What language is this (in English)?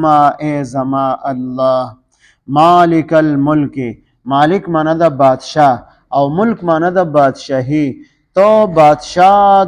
Pashto